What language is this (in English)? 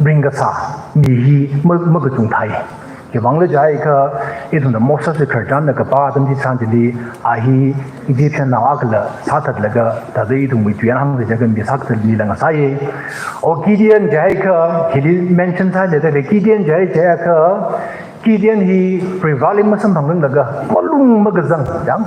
Tangkhul Naga (India)